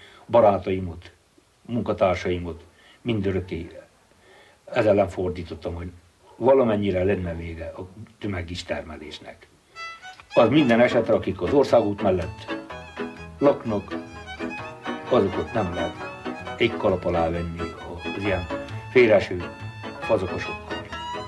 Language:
Hungarian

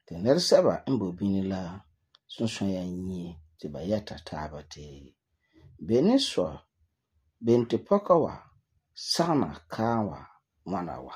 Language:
Frafra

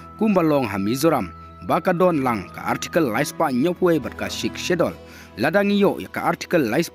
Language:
Khasi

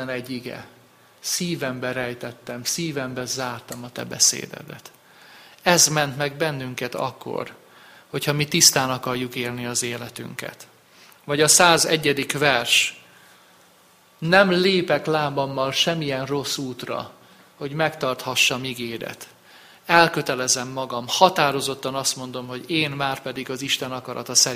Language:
Hungarian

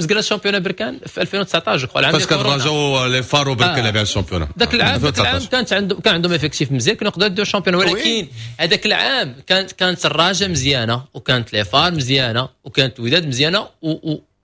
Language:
Moroccan Arabic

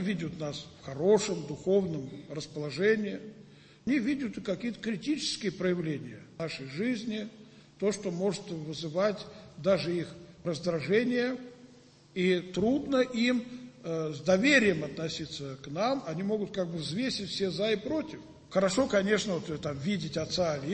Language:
Russian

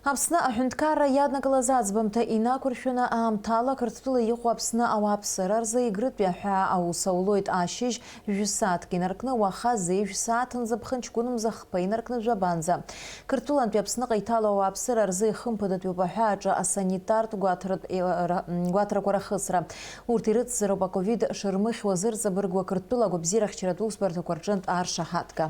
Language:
Abkhazian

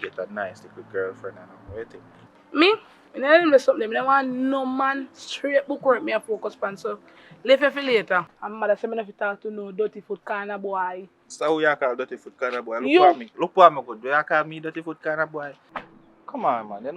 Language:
Jamaican Creole English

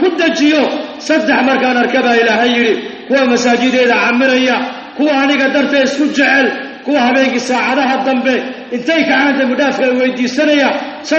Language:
Somali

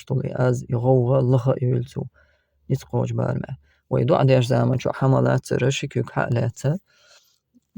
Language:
Chechen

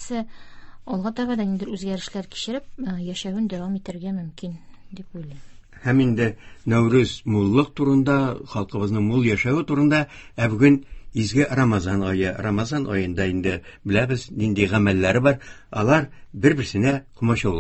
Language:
Tatar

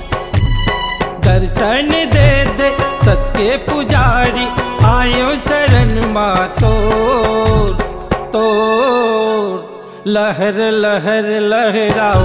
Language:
Chhattisgarhi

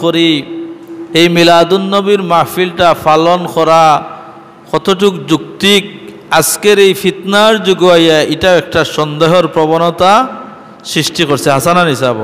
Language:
Sylheti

